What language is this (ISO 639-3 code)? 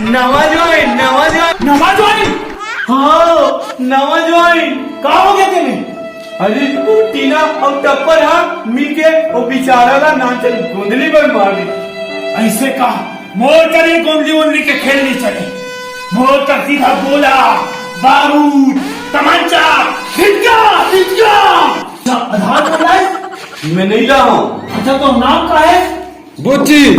hne